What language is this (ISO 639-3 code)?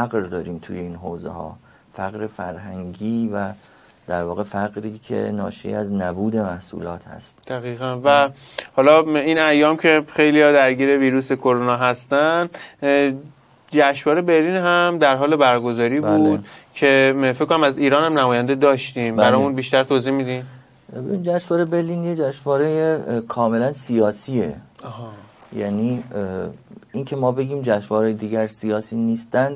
fas